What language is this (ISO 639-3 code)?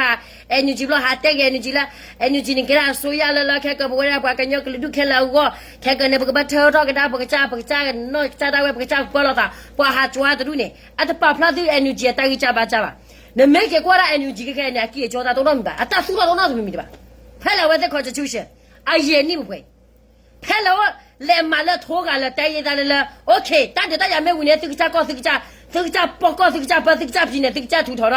ksw